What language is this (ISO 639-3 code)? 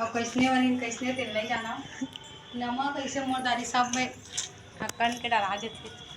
hne